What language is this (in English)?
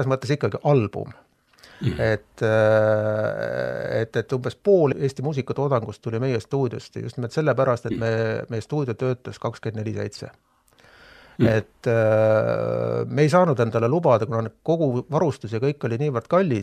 Estonian